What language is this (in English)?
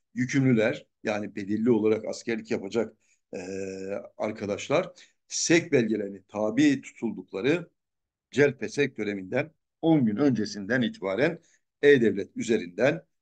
Turkish